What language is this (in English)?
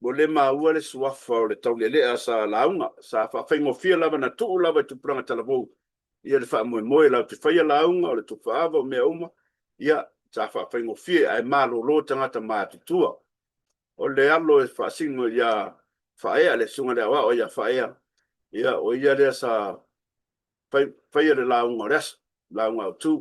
Samoan